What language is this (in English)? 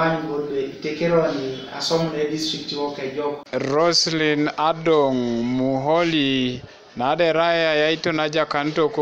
Teso